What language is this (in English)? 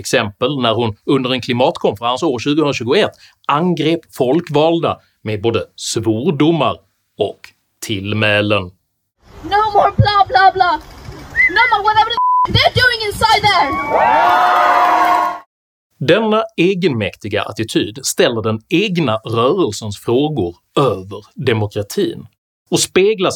Swedish